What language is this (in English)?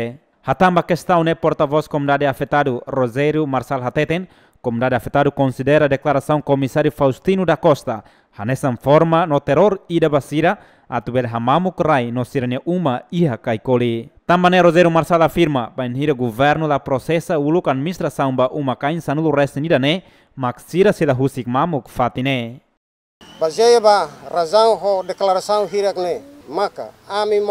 Tetum